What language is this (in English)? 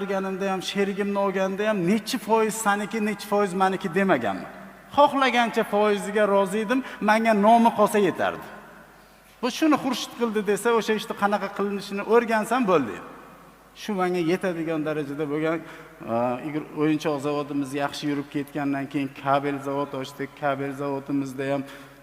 Uzbek